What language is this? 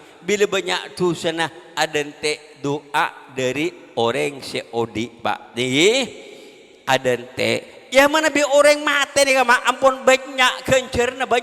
Madurese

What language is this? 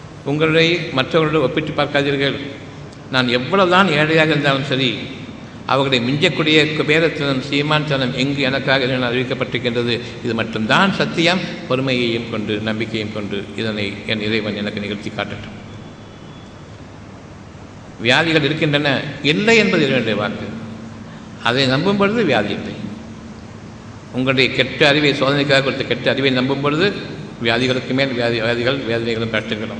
Tamil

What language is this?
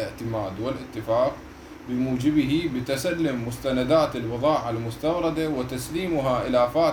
Mesopotamian Arabic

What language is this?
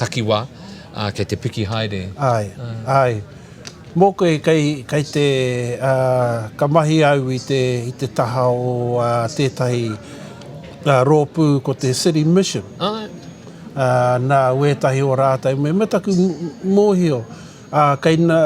Māori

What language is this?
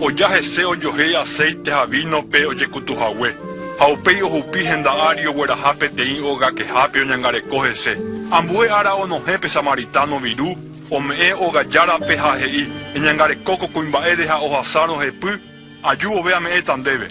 Guarani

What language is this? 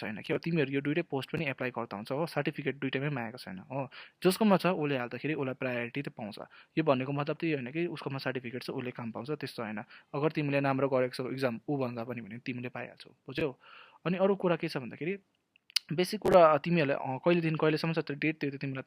Nepali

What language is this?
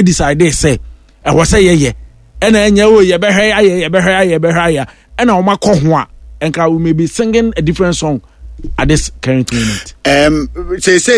Akan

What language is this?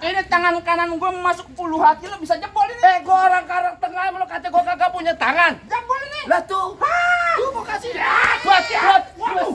Betawi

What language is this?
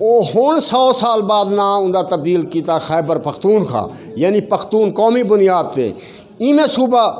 Saraiki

